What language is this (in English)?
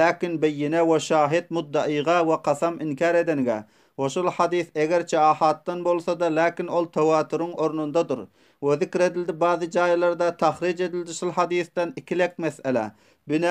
Turkmen